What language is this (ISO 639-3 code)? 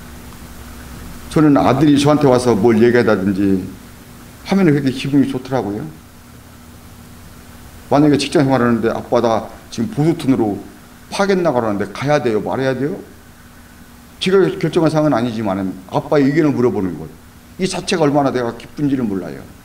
kor